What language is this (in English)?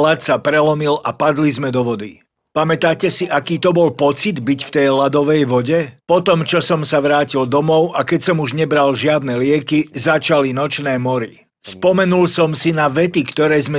Slovak